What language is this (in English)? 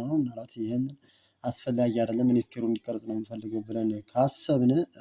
Amharic